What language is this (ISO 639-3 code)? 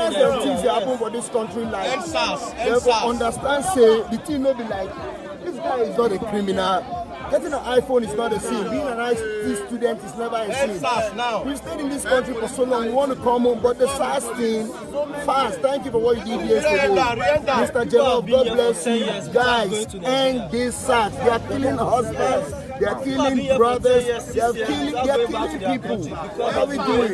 pcm